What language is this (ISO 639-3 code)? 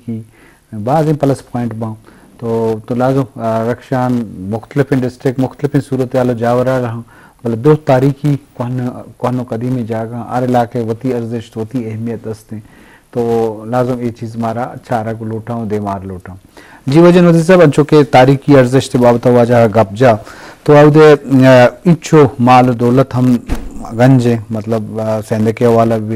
bgp